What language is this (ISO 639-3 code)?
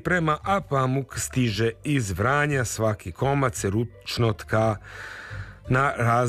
srp